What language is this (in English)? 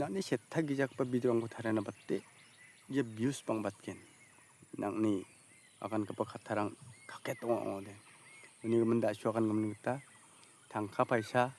Garo